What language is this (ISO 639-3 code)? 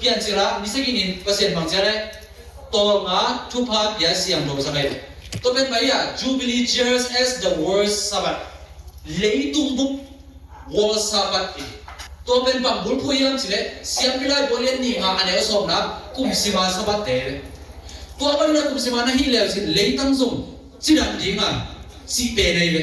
ctd